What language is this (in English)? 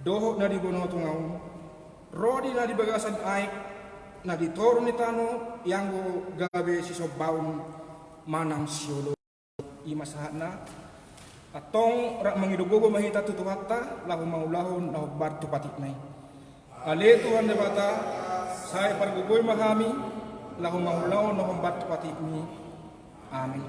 Batak Toba